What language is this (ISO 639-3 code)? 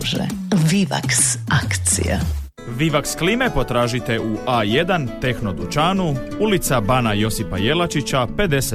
hrv